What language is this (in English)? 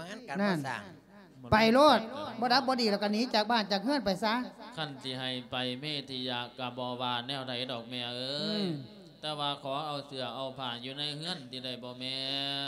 Lao